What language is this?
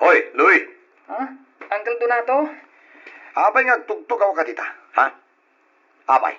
Iloko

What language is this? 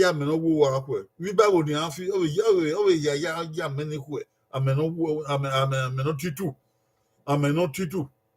Bini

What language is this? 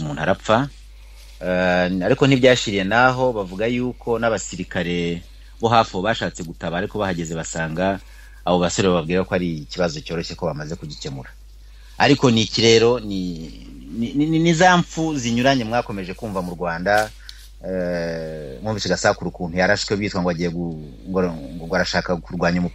Kinyarwanda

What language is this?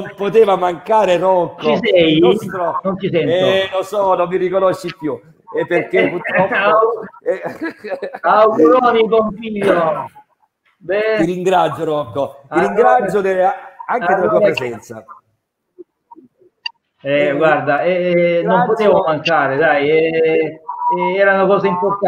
Italian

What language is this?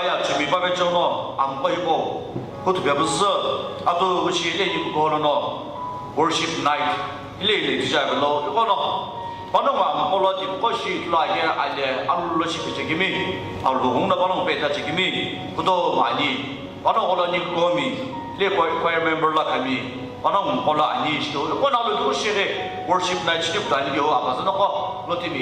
Sumi Naga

